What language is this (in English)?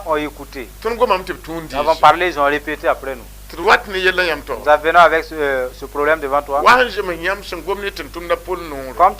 Mossi